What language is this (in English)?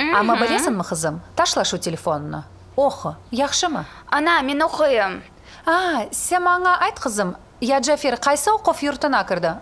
Crimean Tatar